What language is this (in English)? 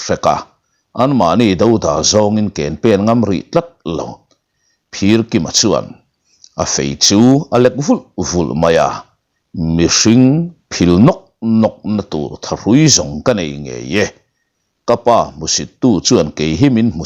Mizo